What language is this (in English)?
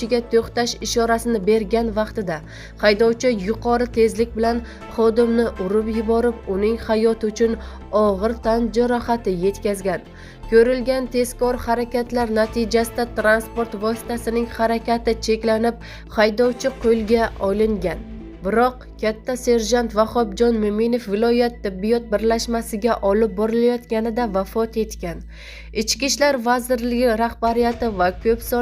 Uzbek